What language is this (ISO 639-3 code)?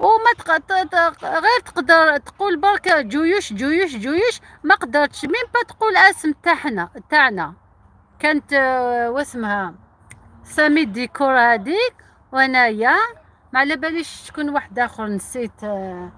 arq